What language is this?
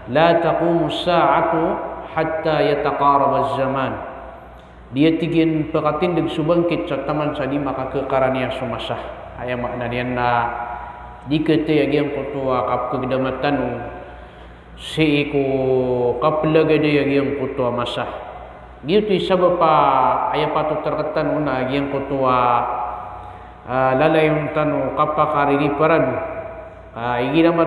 Maranao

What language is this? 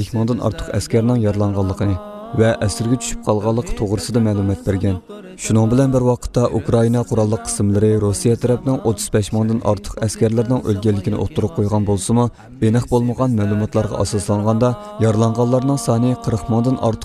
Uyghur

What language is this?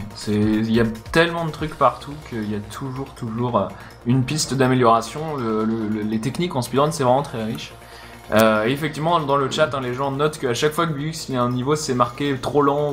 French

